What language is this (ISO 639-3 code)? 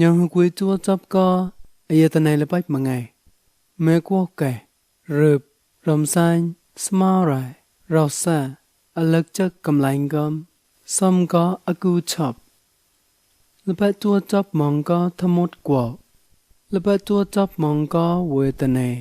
mnw